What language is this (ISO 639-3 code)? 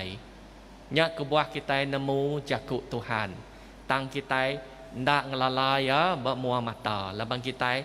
iba